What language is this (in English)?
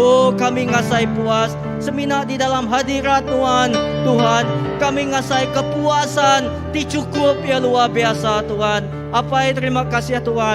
Iban